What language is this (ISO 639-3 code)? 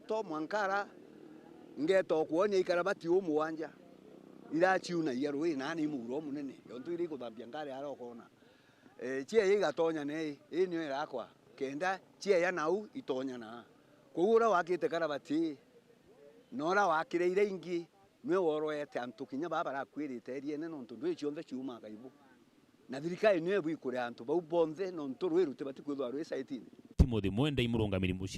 mer